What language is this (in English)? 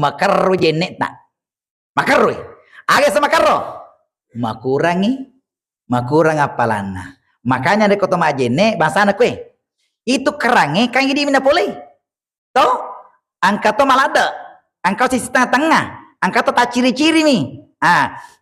Buginese